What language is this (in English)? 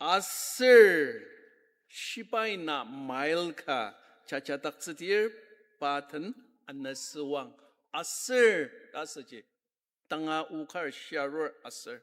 Ao Naga